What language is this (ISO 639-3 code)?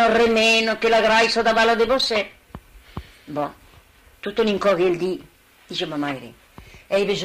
oci